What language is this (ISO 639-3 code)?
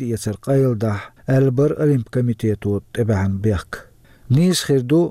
che